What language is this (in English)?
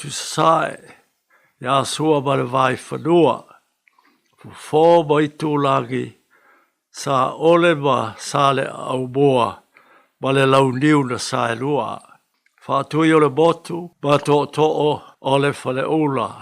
Samoan